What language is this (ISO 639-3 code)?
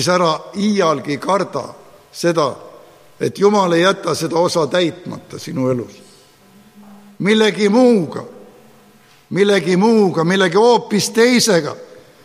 est